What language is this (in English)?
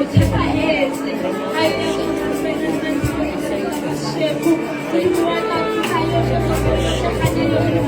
Southern Sotho